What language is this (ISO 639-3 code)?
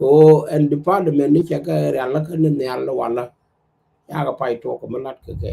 nus